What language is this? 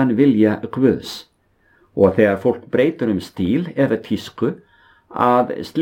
Icelandic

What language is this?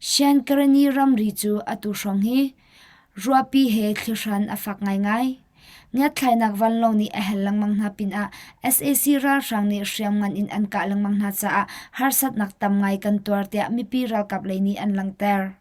Hakha Chin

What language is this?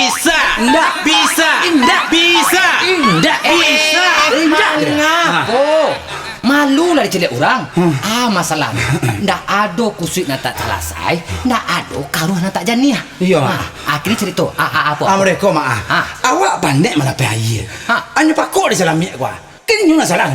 Minangkabau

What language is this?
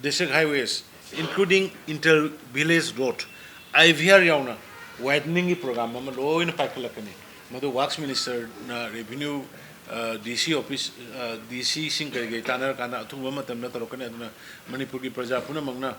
Manipuri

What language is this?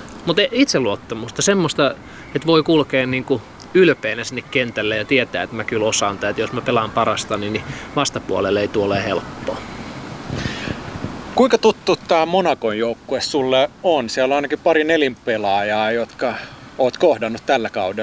Finnish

